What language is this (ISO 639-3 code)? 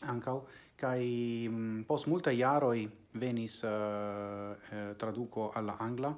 epo